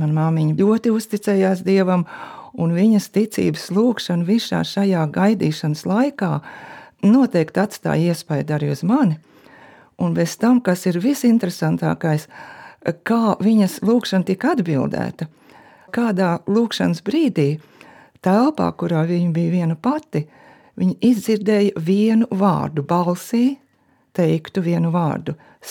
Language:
Latvian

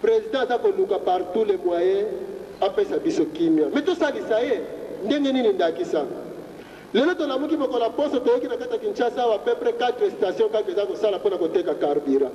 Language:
Lingala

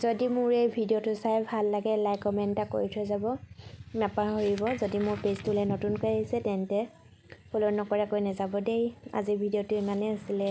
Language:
Assamese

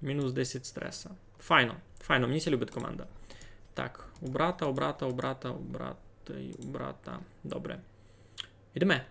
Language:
Rusyn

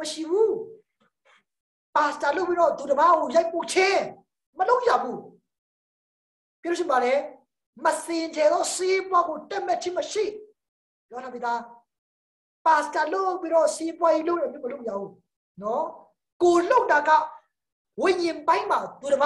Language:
Burmese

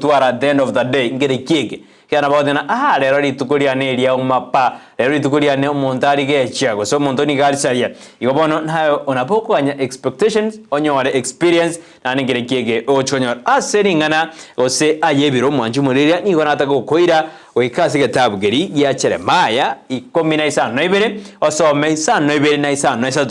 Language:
Gusii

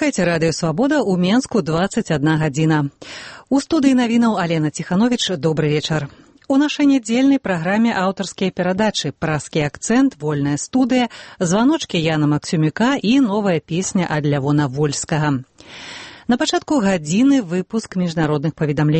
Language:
Belarusian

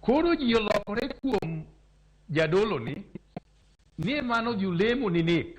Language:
Luo (Kenya and Tanzania)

